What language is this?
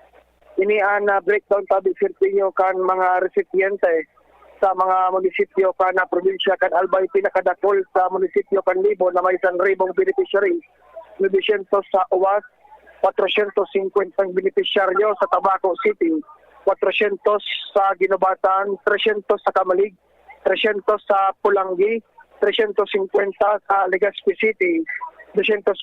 Bikol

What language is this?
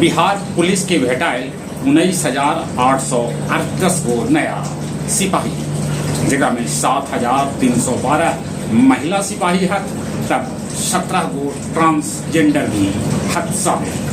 Magahi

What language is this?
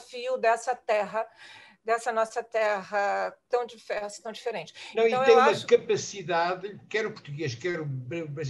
Portuguese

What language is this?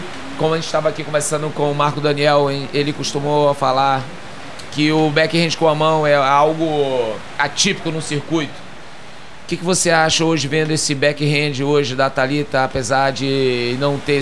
Portuguese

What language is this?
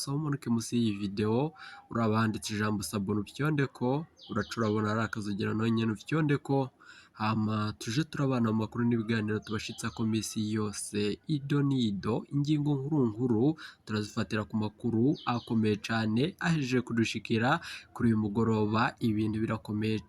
Rundi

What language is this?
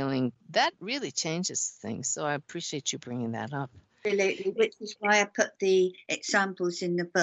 English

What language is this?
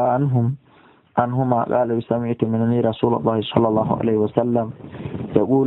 Fula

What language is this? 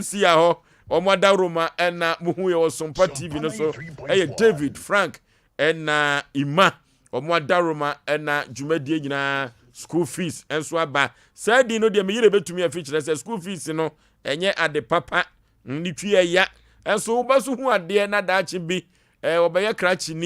Akan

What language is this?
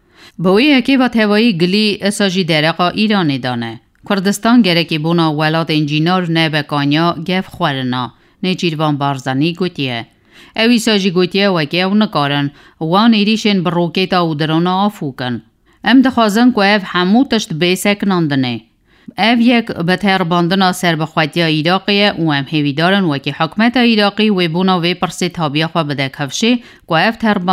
Kurdish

